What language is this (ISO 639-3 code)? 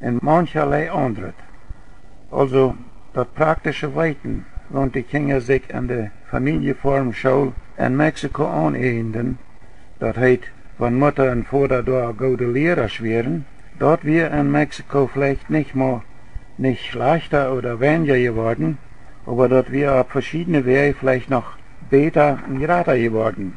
pdt